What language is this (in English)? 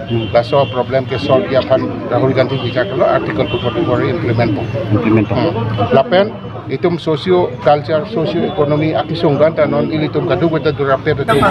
Karbi